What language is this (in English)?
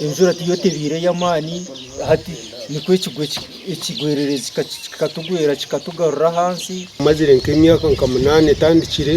Nyankole